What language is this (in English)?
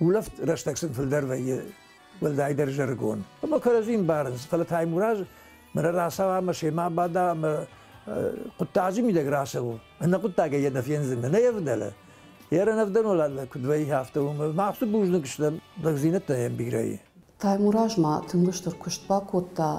Ossetic